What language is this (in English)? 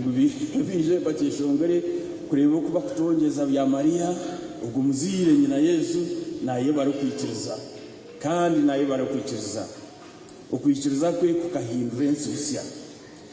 Nyankole